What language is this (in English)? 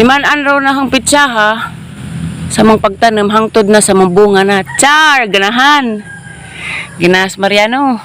Cebuano